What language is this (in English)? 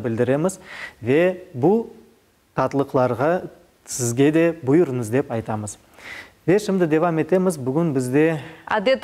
Crimean Tatar